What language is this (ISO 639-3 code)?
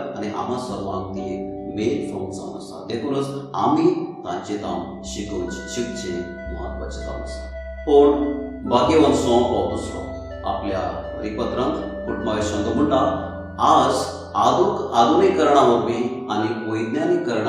kok